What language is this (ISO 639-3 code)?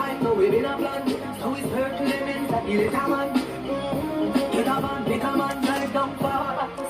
jam